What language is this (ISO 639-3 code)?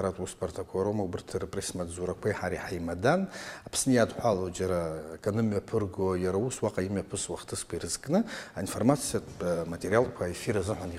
abk